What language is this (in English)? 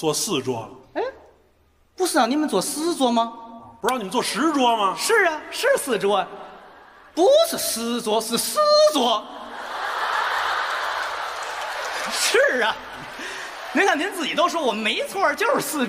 Chinese